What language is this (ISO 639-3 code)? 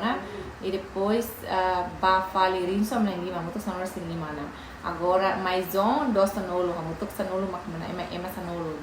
tet